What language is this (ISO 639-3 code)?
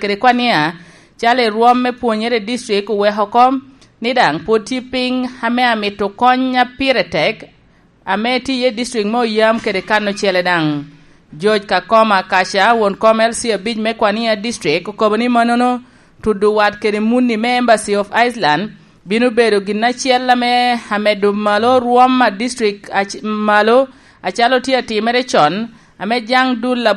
laj